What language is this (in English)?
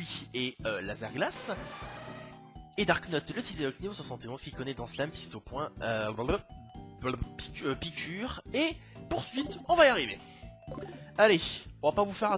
French